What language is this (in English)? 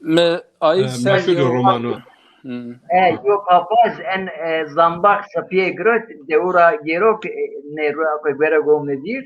Zaza